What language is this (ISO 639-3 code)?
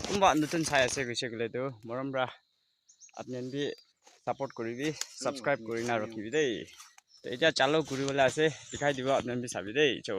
nag